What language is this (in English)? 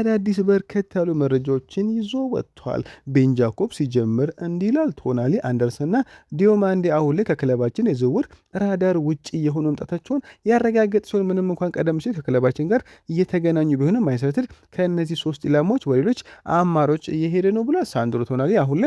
Amharic